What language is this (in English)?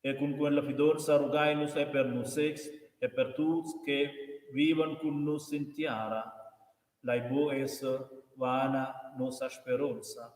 Romansh